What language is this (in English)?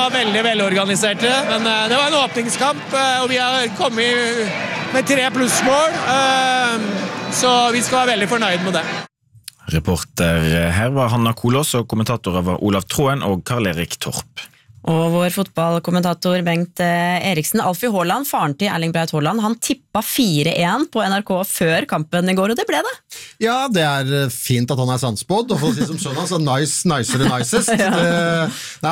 Norwegian